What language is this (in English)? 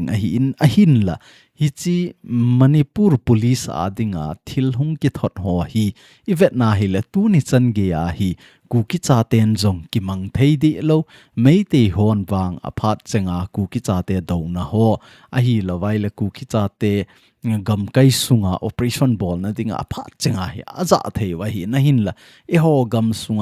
Thado Chin